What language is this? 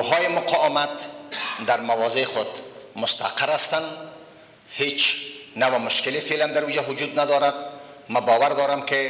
Persian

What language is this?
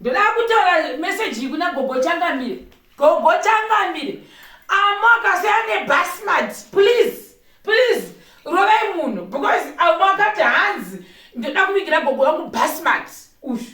Shona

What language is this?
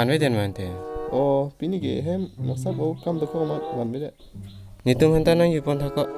Karbi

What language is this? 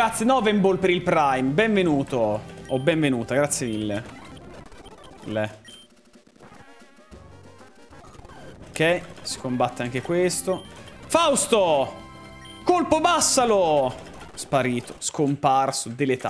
Italian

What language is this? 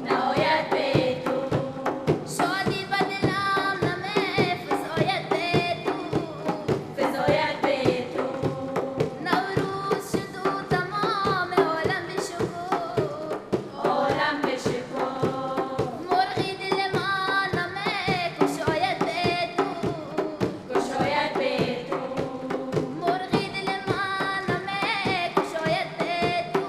Tajik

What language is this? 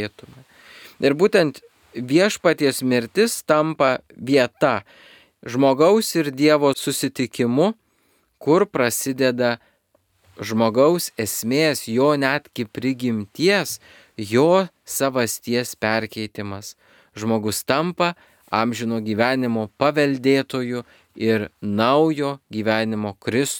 Lithuanian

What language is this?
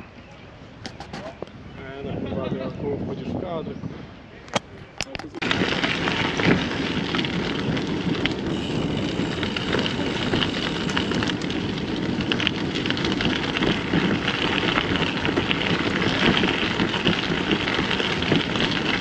Polish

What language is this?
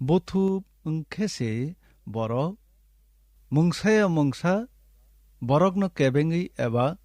Kok Borok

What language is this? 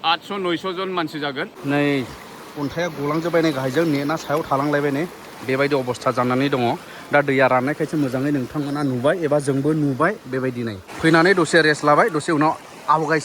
Bodo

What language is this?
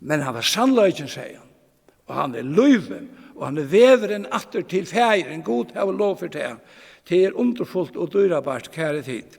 Faroese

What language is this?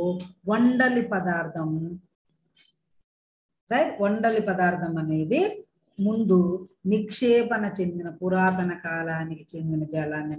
Telugu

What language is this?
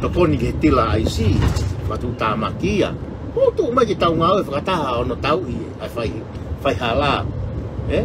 Tongan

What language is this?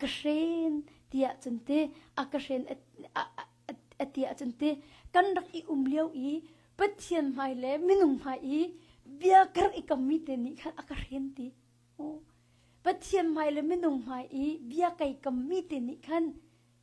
Hakha Chin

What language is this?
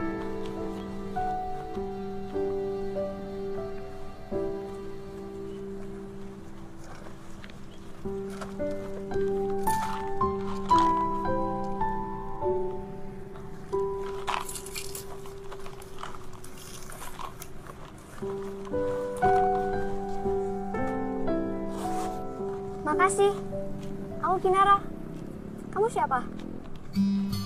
Indonesian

